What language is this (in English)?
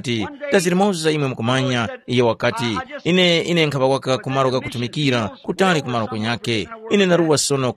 Tumbuka